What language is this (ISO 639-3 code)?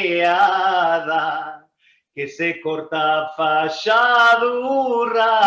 lad